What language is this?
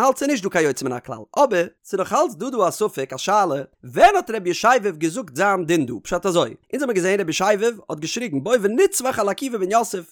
Yiddish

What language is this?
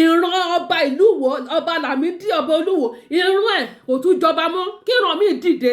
Yoruba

